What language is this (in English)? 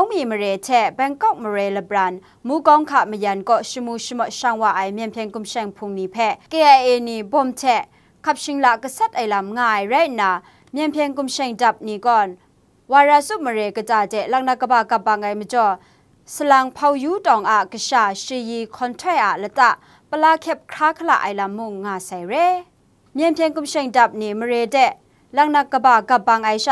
Kachin